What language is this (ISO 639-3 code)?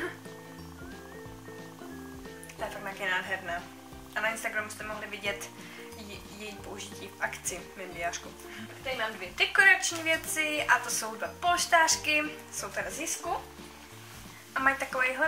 ces